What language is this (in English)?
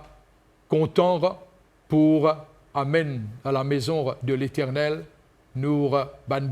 Morisyen